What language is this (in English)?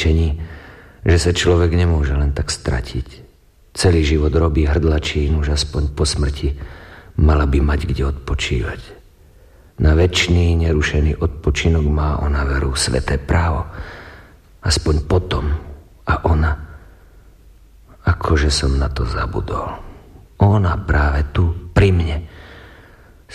Slovak